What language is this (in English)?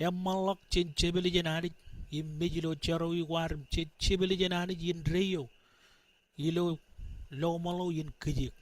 Marshallese